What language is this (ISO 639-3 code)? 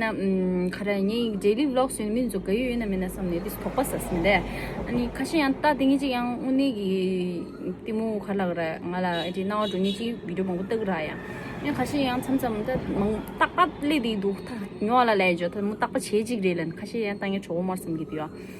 bod